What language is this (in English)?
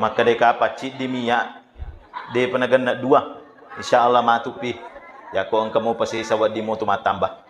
Buginese